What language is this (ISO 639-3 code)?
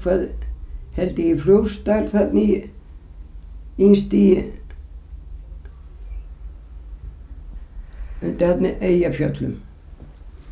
isl